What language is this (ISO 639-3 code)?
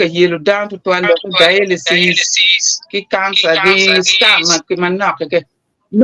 ach